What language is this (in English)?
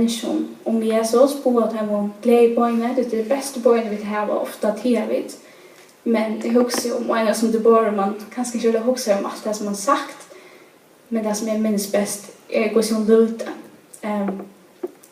Faroese